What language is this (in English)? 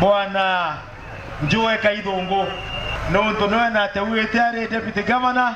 Meru